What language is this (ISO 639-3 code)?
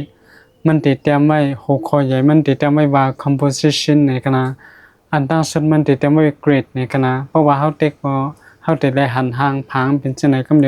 shn